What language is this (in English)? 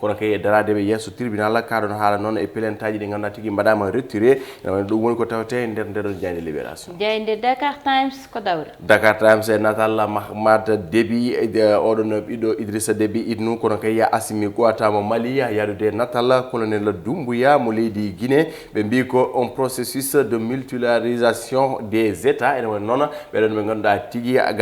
Fula